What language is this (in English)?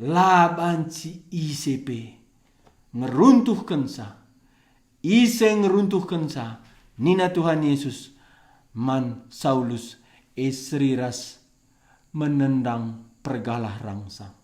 Batak Karo